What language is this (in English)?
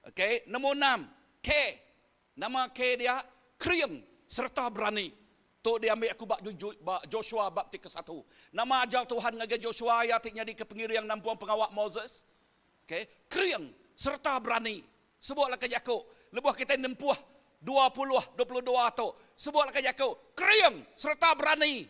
Iban